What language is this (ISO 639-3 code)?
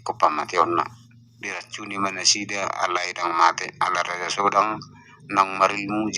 bbc